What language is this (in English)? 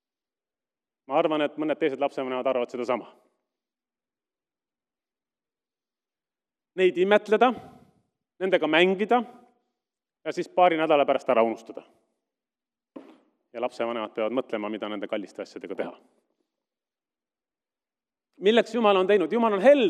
Estonian